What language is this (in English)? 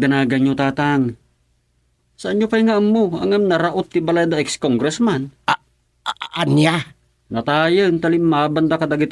Iloko